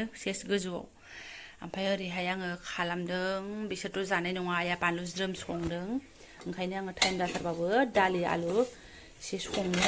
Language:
Bodo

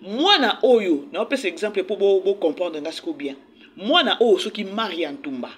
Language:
Lingala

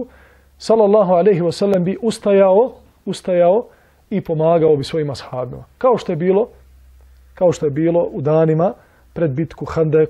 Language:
Bosnian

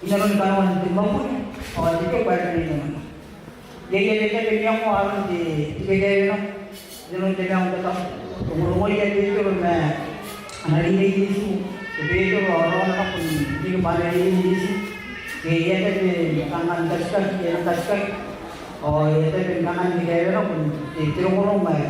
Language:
Gilbertese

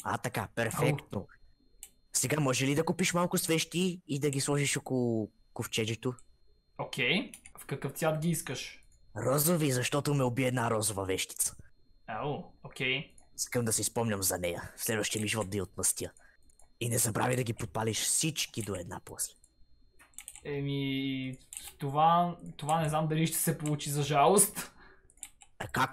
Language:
Bulgarian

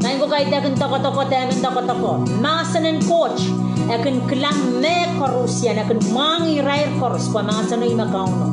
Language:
Pohnpeian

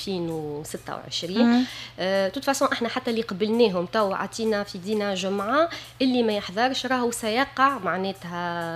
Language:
Tunisian Arabic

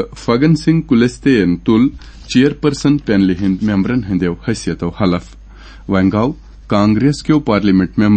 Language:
Kashmiri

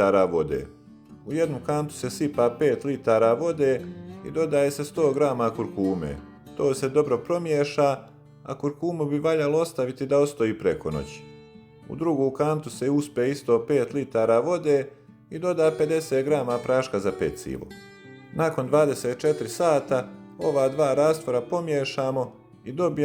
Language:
Bosnian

